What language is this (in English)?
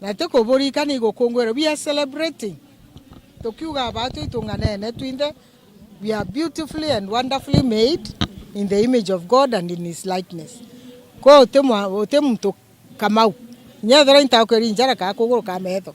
Meru